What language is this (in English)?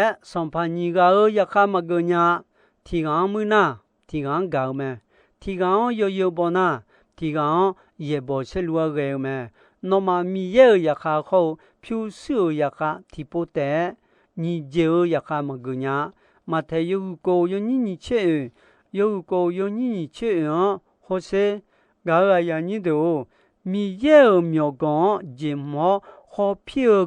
Akha